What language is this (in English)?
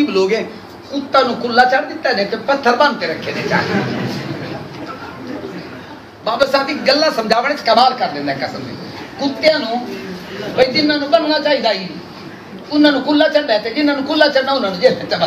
Urdu